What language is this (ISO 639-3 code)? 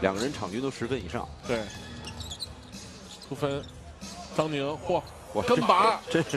zho